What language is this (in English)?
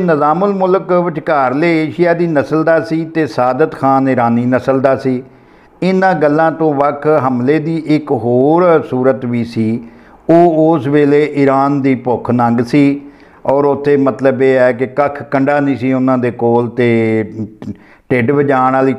Punjabi